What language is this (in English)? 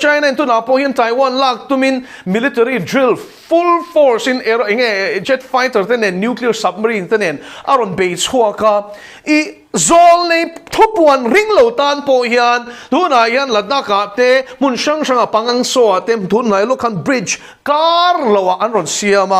Mizo